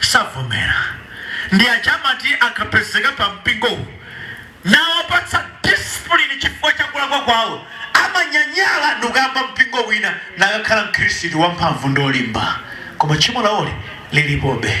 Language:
Nyanja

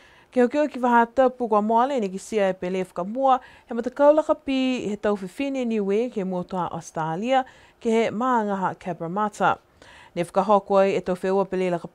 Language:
Niuean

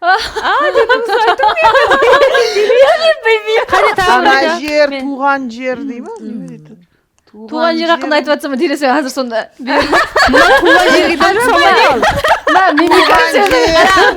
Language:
Kara-Kalpak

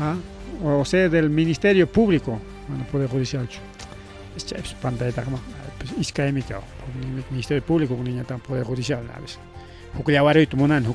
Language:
Ayacucho Quechua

